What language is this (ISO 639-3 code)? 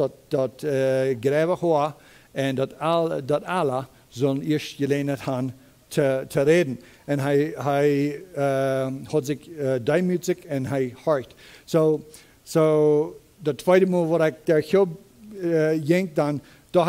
pdt